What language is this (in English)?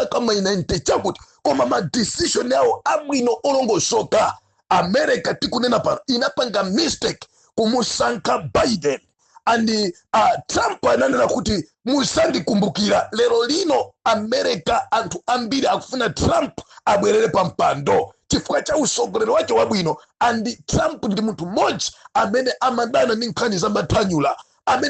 Nyanja